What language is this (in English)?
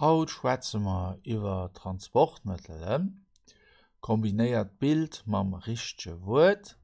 Luxembourgish